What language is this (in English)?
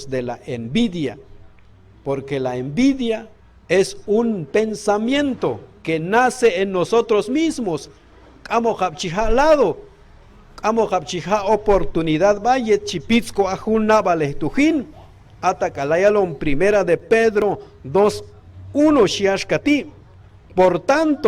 Q'anjob'al